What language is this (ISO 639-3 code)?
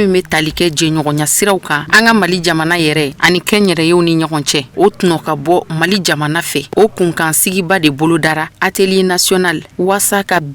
bam